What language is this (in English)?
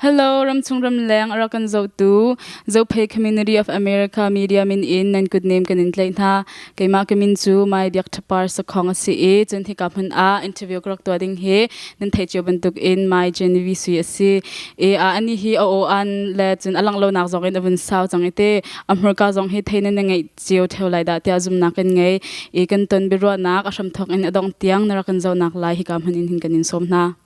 Hakha Chin